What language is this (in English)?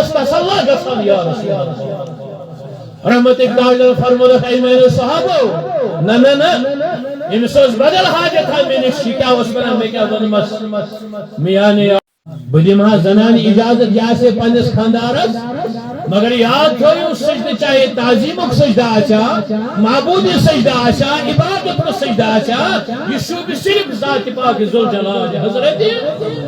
Kashmiri